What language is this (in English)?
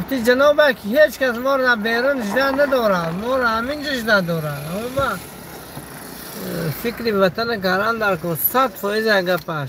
Tajik